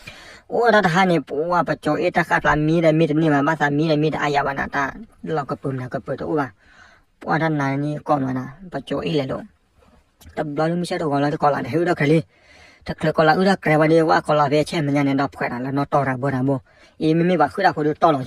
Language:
S'gaw Karen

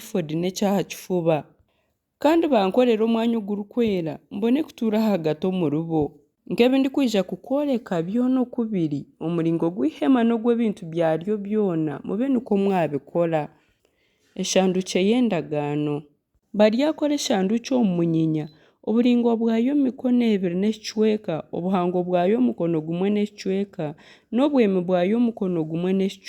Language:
Nyankole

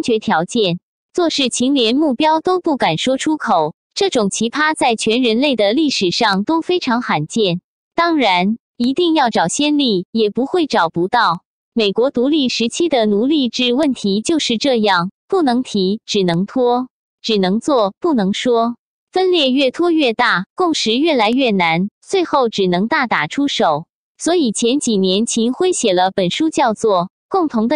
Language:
Chinese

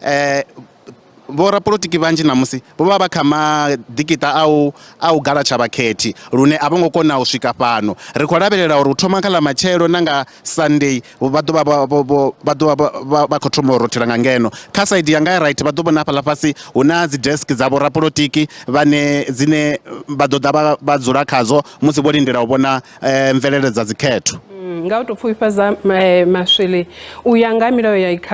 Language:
Venda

